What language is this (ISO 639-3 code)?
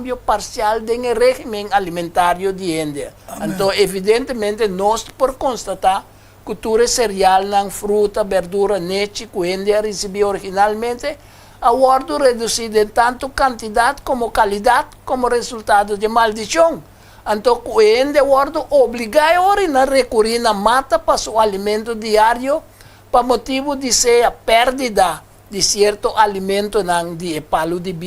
pap